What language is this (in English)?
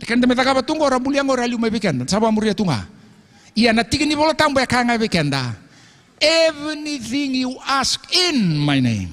Fijian